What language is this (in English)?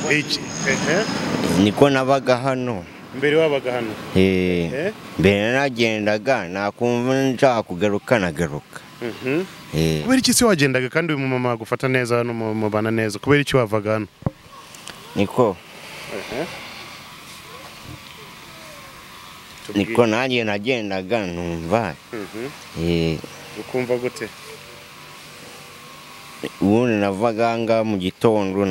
Kinyarwanda